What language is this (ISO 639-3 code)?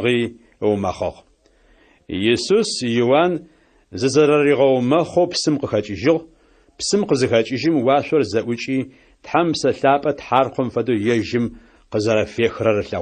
ady